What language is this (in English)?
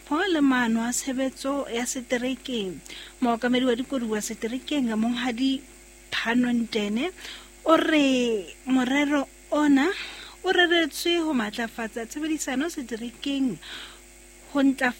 Southern Sotho